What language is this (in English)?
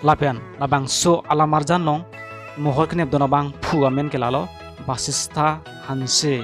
Karbi